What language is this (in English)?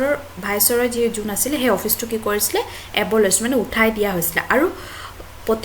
Assamese